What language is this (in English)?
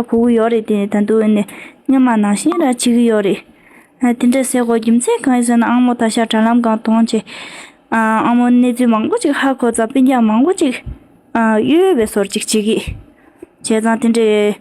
Tibetan